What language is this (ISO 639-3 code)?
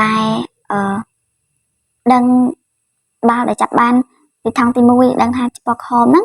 khm